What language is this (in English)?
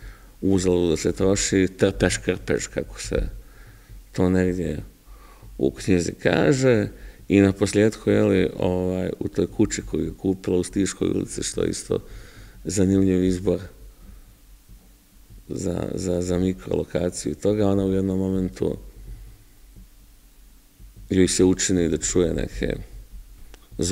Serbian